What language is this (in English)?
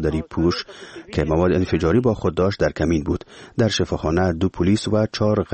Persian